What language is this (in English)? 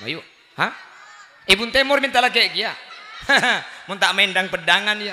Madurese